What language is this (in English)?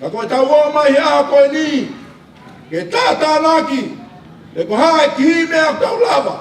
Tongan